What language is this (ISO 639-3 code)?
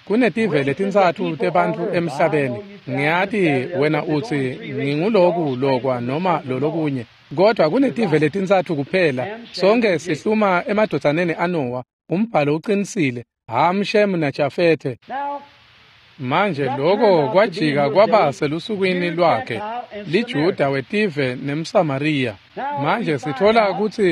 ssw